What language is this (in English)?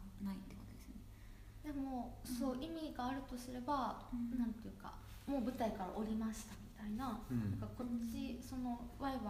Japanese